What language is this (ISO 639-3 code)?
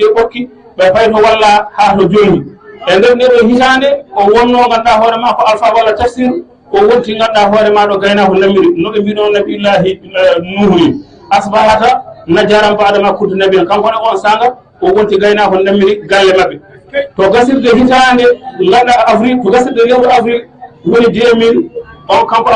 ful